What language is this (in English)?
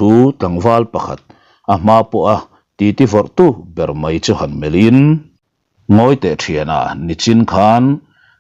Mizo